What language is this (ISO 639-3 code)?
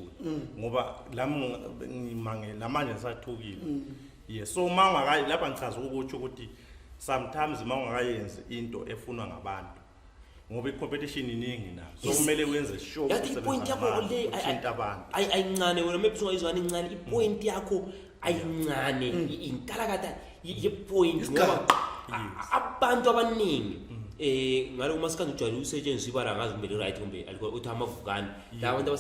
zul